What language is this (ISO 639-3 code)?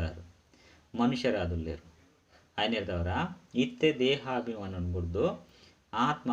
tcy